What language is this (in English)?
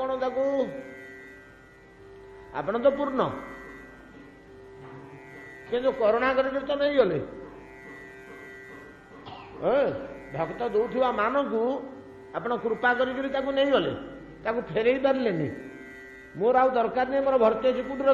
Odia